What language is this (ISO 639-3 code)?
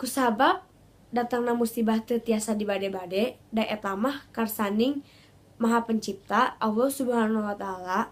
sun